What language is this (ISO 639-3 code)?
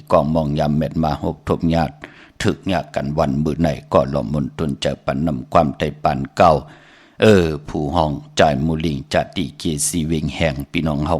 shn